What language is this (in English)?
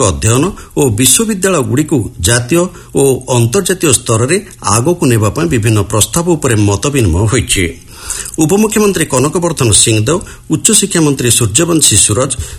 Odia